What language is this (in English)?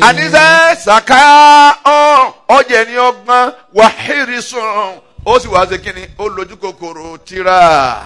Yoruba